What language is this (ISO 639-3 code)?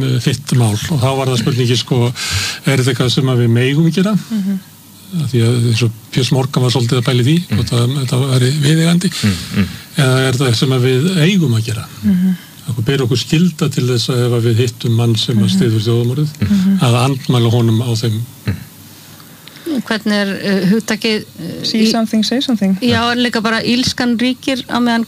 isl